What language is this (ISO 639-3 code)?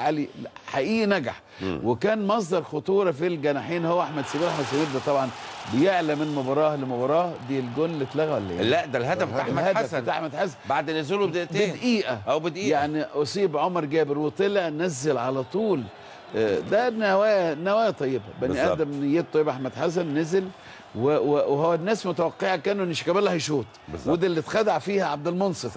arz